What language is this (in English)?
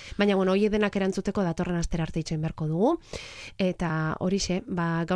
Basque